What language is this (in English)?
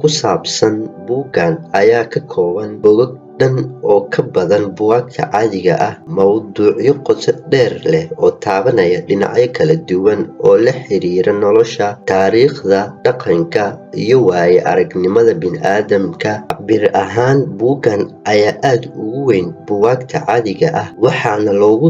Somali